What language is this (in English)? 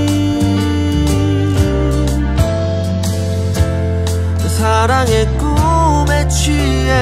Korean